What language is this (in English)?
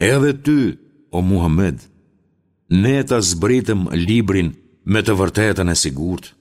Albanian